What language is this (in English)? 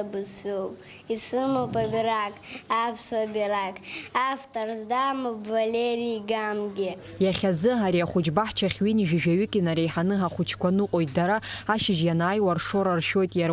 Abkhazian